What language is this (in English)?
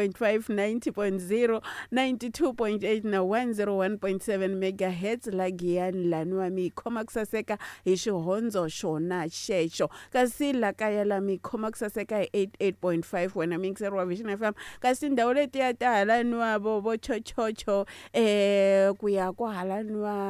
Tsonga